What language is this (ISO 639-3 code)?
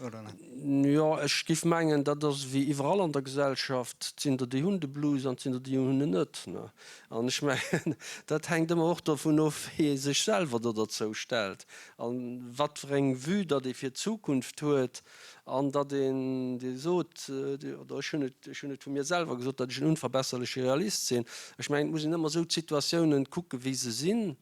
ltz